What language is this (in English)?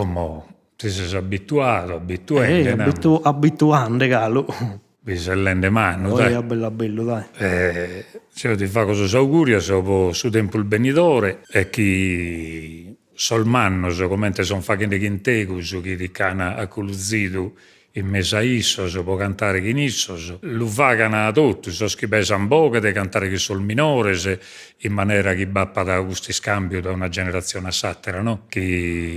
Sardinian